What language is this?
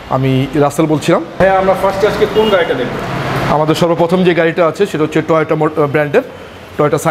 Bangla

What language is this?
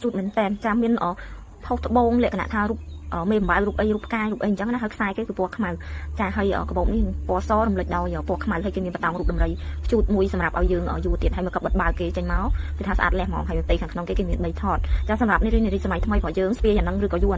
Khmer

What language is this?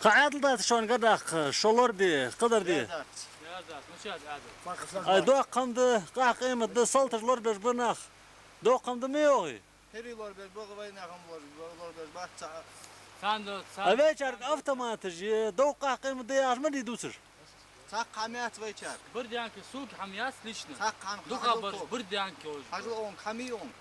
Ingush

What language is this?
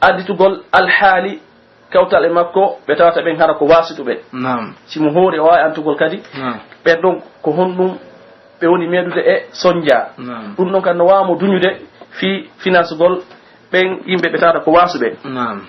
Pular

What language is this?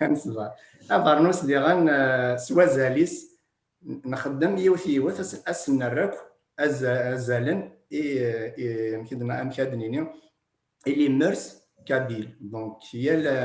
Kabyle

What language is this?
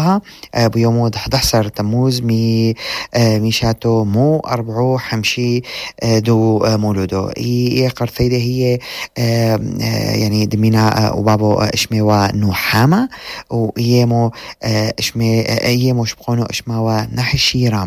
North Levantine Arabic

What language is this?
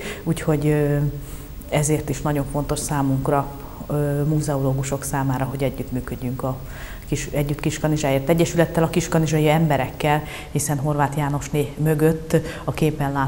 Hungarian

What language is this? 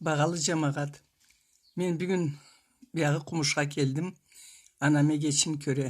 Karachay-Balkar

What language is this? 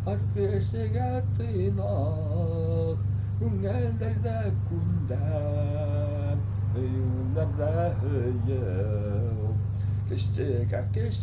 Bashkir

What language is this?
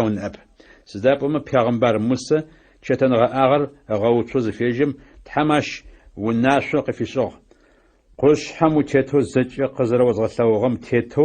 Adyghe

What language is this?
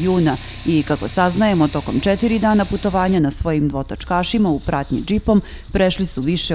Serbian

